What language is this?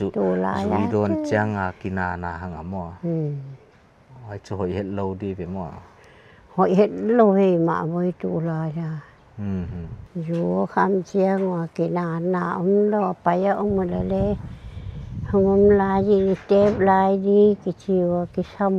Paite Chin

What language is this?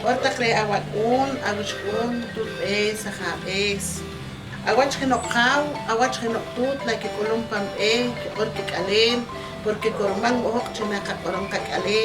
Poqomchi'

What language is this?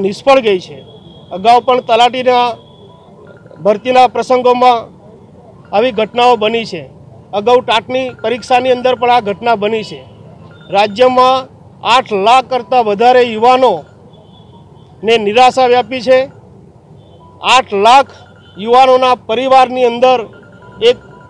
Gujarati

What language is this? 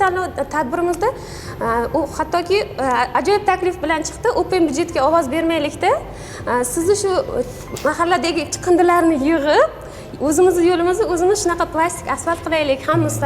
Uzbek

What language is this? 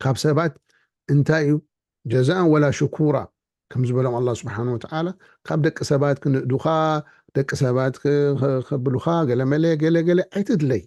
Tigrinya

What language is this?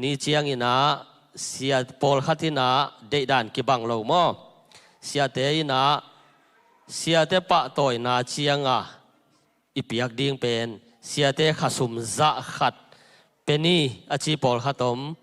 Tedim Chin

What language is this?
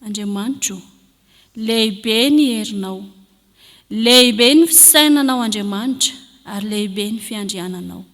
Malagasy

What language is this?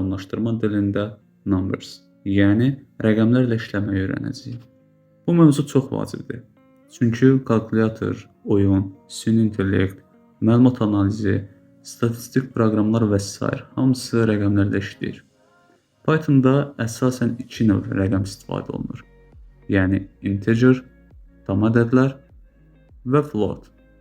Azerbaijani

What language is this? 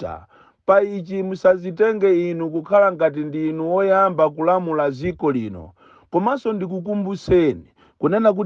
Nyanja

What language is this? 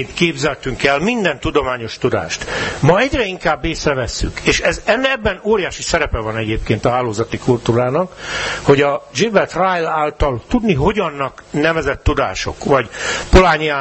Hungarian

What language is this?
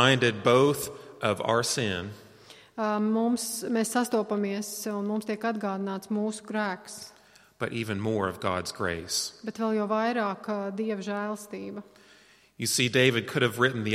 Latvian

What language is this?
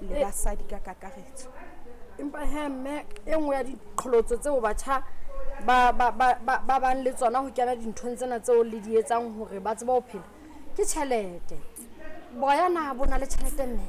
Southern Sotho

